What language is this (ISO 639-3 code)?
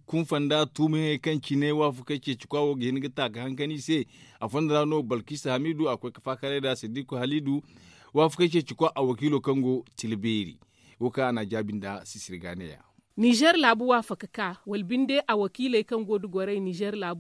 dje